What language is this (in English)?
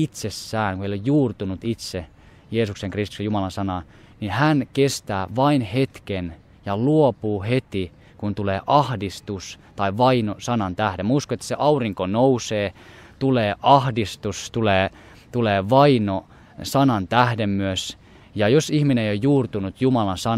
Finnish